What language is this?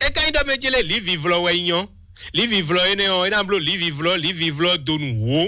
Fon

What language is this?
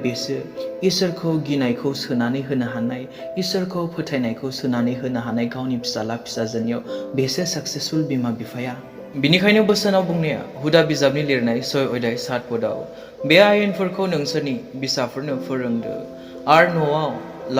Bodo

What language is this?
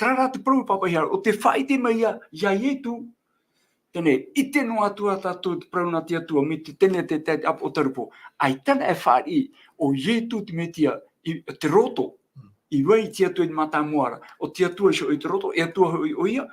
Tahitian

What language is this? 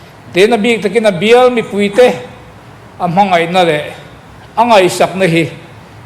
Mizo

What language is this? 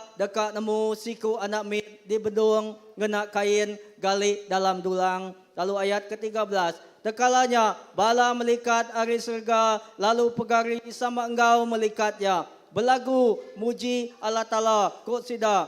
Iban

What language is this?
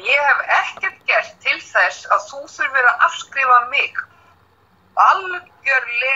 Icelandic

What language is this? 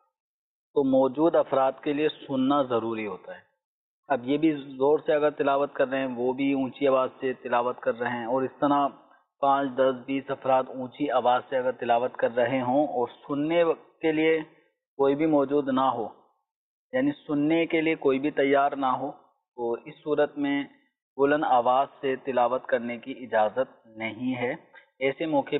Urdu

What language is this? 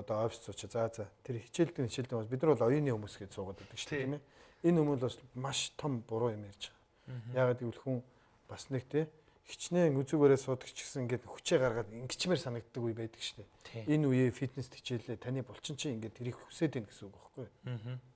Mongolian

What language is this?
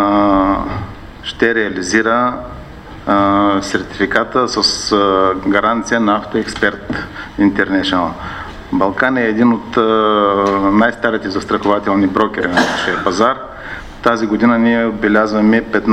Bulgarian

